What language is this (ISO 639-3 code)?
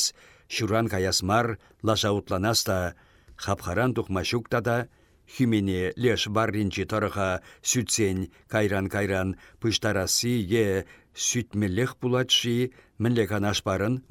chv